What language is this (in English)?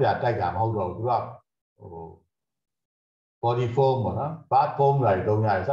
Burmese